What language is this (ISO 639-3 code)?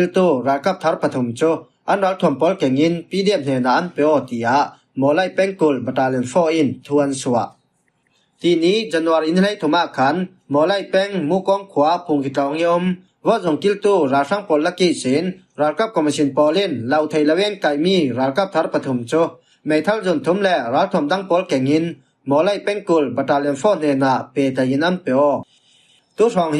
cfm